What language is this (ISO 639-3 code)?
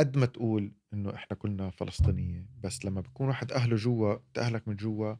apc